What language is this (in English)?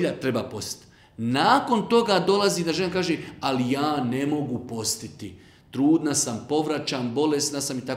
Bosnian